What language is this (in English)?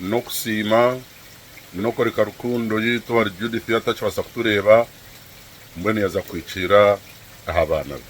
Nyankole